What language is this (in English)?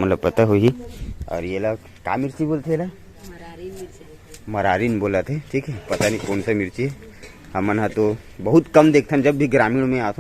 Chhattisgarhi